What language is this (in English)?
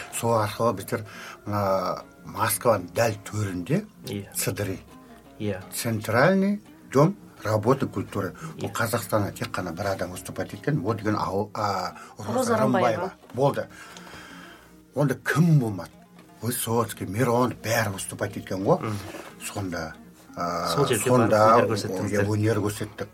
Kazakh